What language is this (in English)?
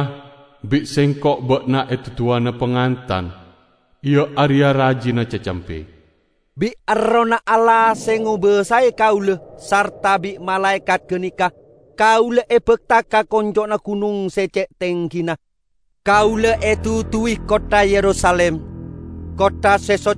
Madurese